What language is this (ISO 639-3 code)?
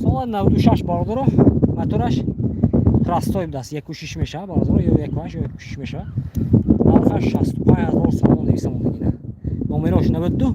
tgk